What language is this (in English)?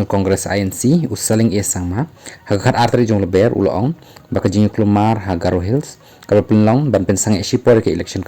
Khasi